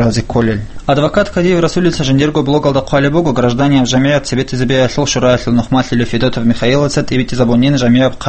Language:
Avaric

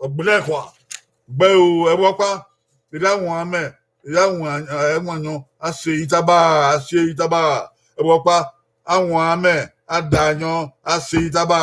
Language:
Bini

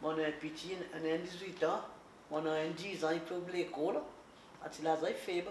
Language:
Seselwa Creole French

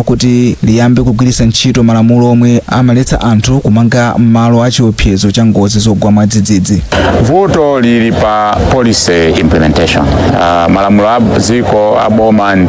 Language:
Nyanja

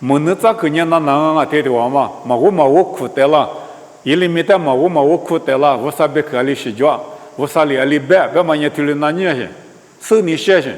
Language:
Lisu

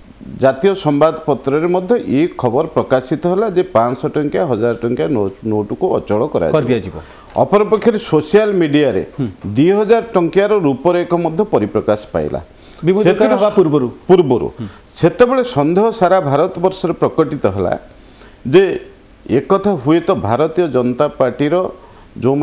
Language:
Odia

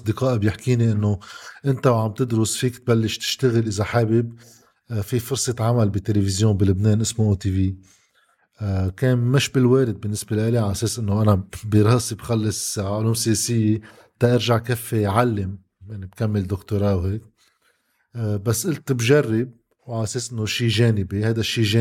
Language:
North Levantine Arabic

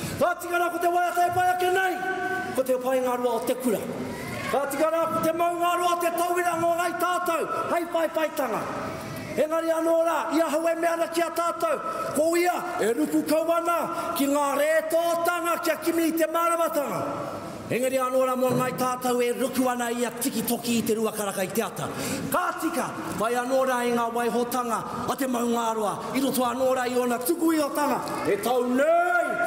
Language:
Māori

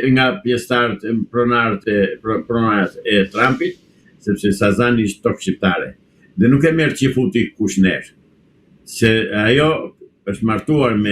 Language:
Albanian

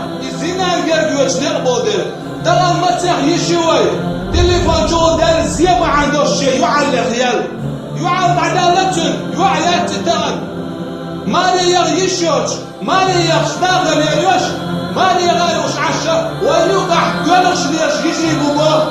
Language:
Chechen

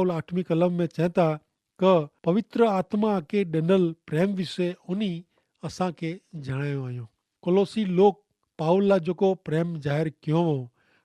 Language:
Kachhi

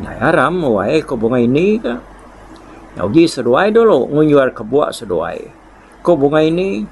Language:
Iban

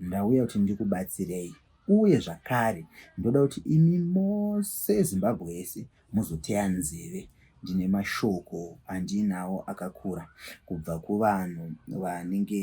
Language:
Shona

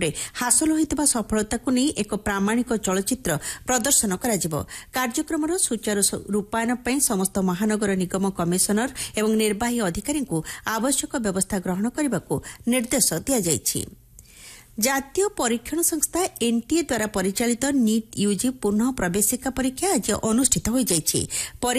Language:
Odia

